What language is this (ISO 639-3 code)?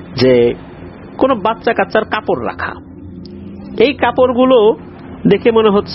ben